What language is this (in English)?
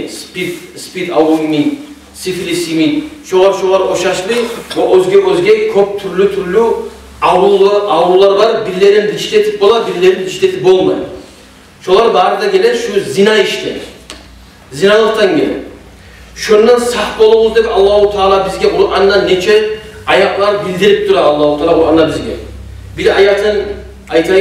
Kumyk